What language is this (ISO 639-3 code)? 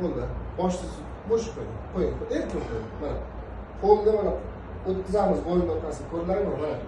uzb